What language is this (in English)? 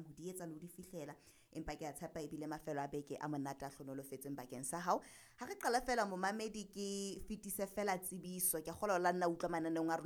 Southern Sotho